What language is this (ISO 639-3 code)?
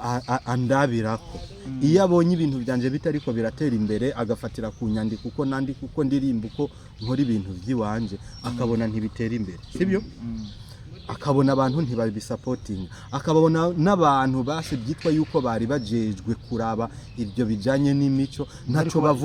run